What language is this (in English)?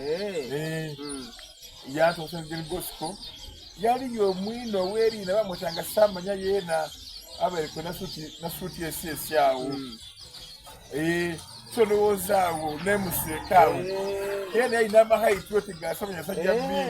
Soga